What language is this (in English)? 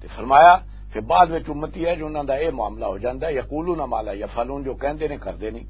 Western Panjabi